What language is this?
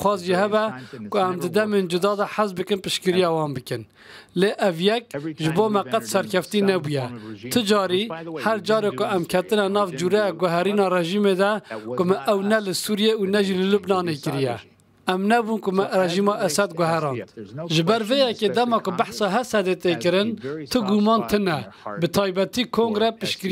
Kurdish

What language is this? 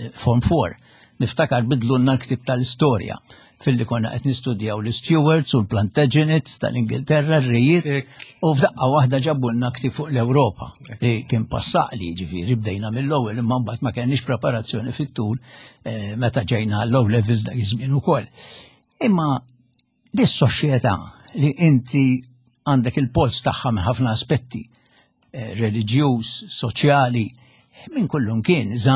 Maltese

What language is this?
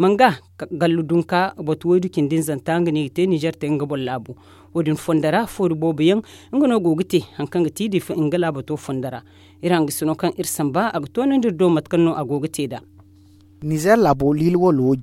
Zarma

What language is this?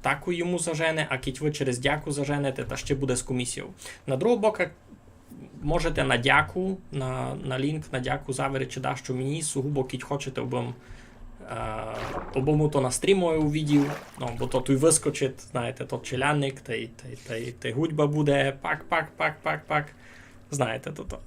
Rusyn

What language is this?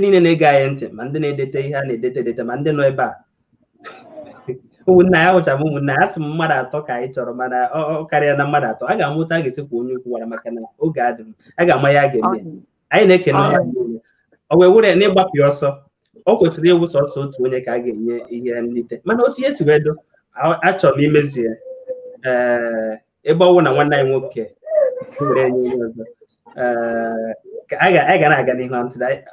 Igbo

